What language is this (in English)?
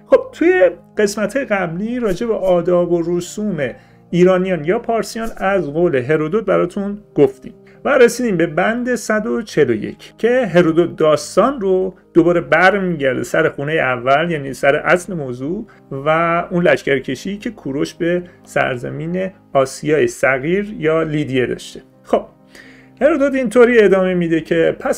Persian